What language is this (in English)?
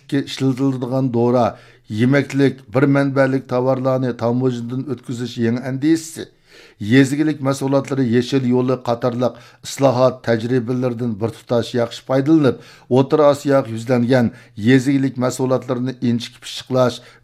Uyghur